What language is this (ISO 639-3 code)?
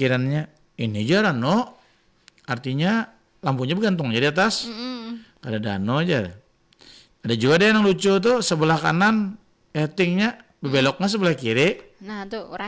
bjn